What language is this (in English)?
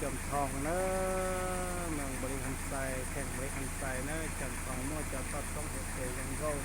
Hmong